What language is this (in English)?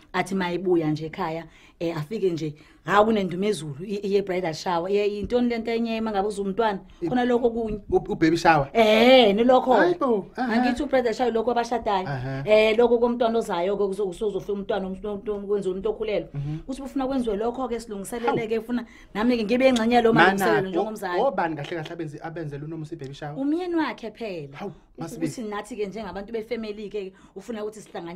Zulu